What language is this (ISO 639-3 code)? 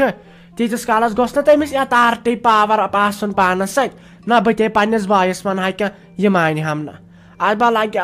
kas